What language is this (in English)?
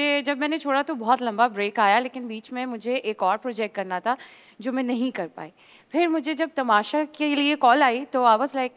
Hindi